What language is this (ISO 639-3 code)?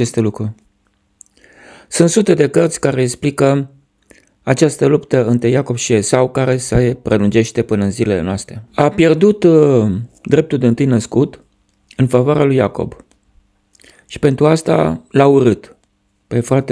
ron